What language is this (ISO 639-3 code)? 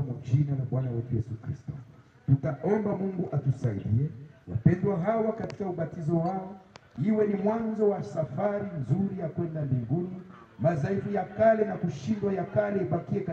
swa